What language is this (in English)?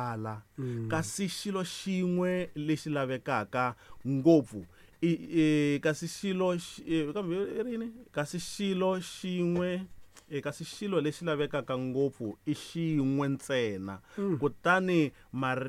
Tsonga